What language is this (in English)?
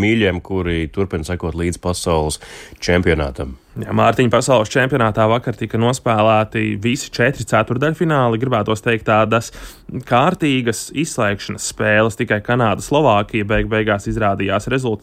Latvian